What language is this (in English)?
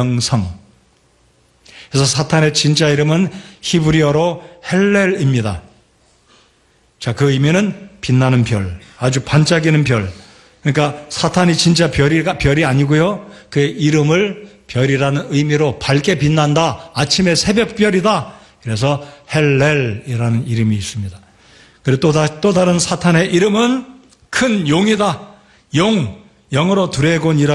Korean